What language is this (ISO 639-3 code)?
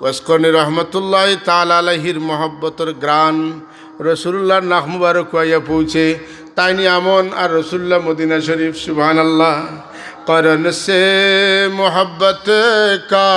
syl